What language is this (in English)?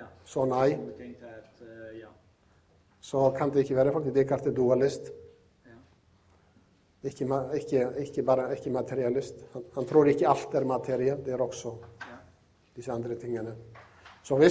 Norwegian